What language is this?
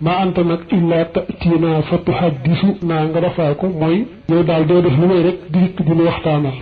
Wolof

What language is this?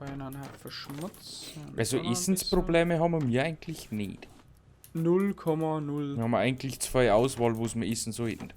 Bavarian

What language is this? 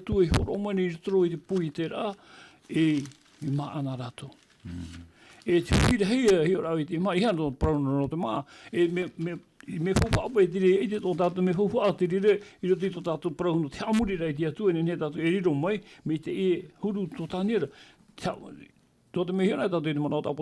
Tahitian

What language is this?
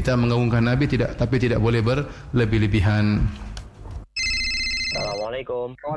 Indonesian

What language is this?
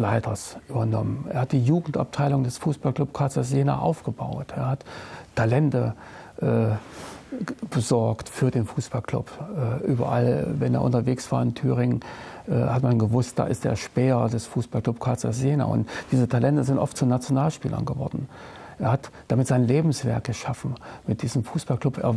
German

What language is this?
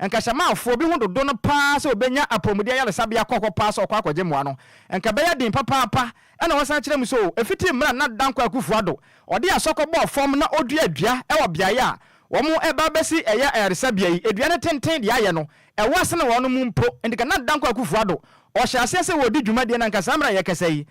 Akan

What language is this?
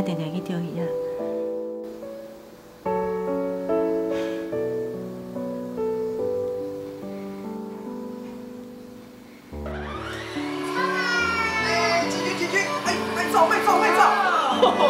Min Nan Chinese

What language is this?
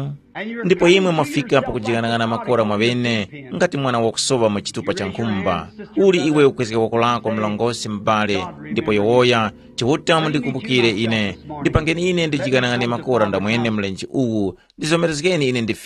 Tumbuka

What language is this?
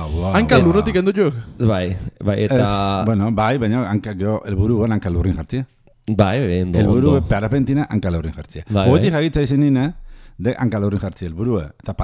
Basque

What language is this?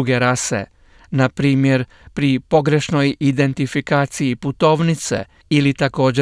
Croatian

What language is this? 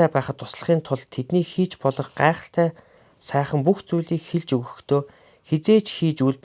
Mongolian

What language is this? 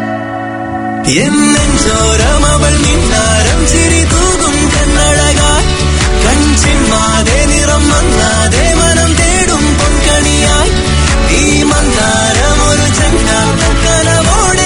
Malayalam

